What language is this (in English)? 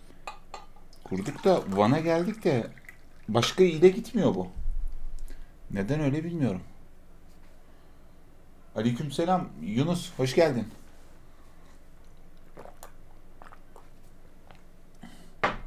Turkish